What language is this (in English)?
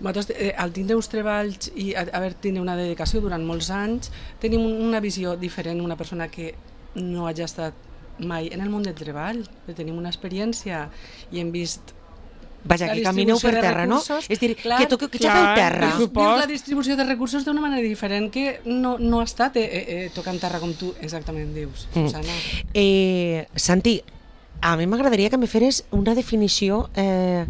Catalan